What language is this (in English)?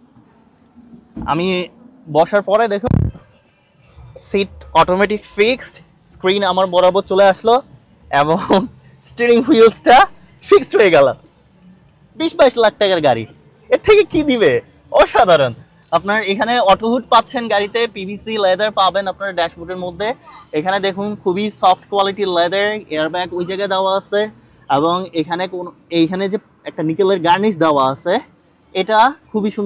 Bangla